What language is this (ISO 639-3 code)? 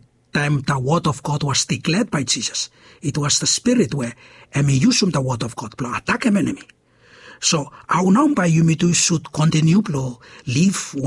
bis